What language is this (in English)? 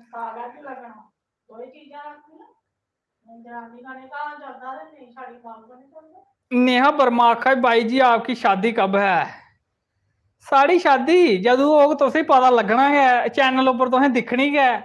Dogri